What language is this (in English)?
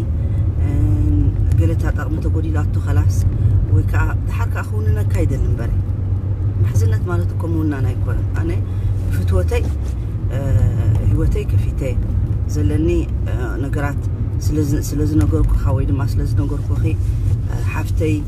Tigrinya